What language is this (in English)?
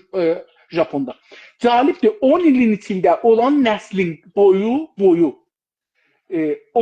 South Azerbaijani